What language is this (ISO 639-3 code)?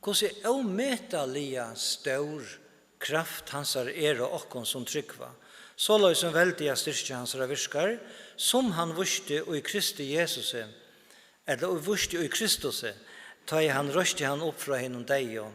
fao